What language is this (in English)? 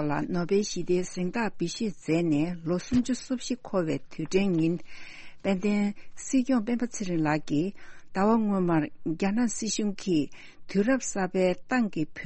Tibetan